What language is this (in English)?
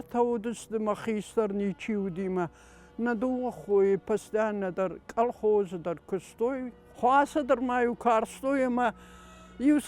Ossetic